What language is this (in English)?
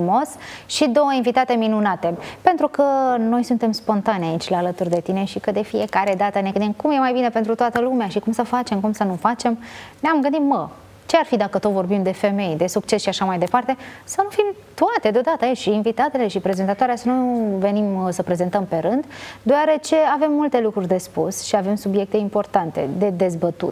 Romanian